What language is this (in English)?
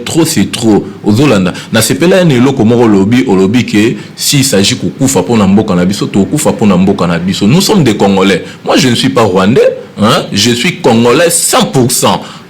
Lingala